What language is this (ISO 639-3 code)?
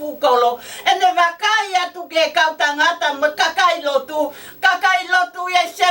ton